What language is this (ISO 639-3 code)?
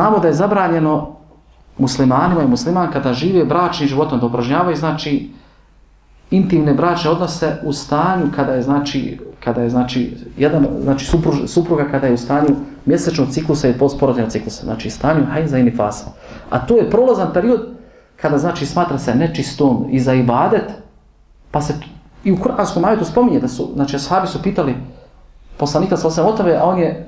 bos